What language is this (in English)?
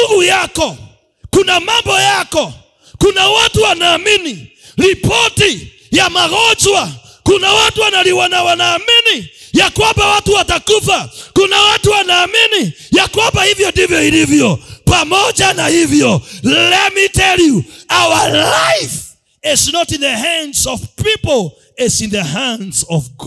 Swahili